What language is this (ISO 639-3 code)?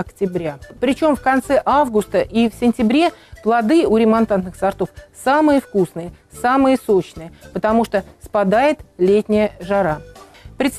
rus